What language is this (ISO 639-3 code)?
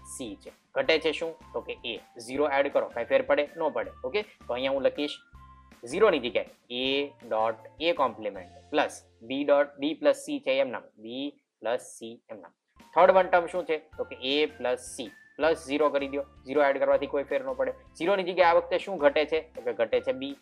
guj